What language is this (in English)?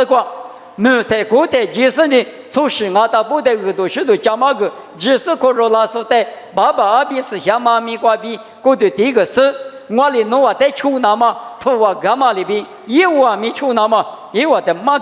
Lisu